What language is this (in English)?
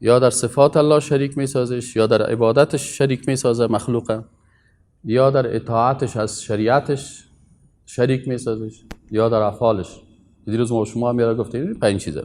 Persian